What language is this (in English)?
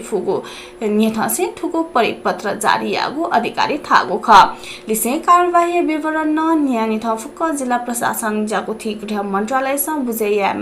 Newari